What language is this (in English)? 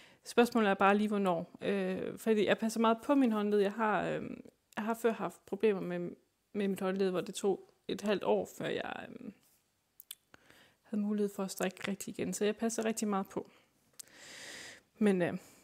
Danish